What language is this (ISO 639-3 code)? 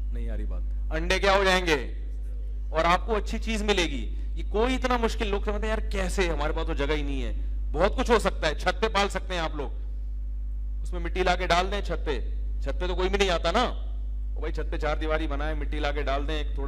urd